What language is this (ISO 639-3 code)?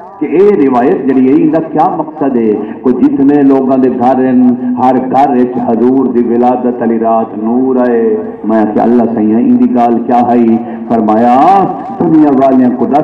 skr